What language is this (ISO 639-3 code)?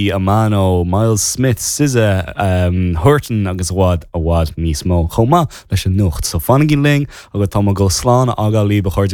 gle